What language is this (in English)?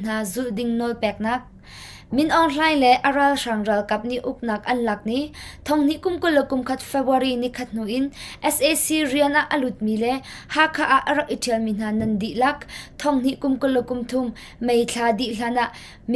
Hakha Chin